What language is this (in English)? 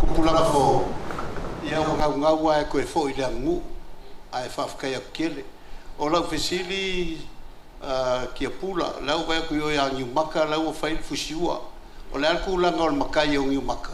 Samoan